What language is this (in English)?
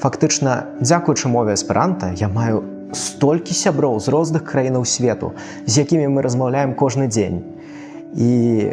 Belarusian